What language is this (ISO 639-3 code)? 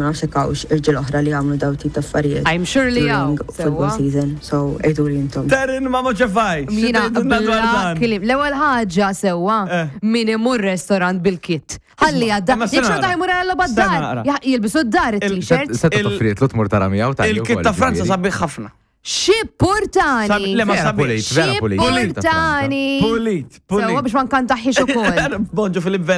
mlt